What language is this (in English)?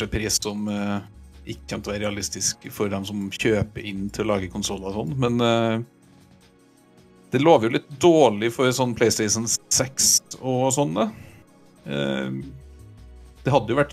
Norwegian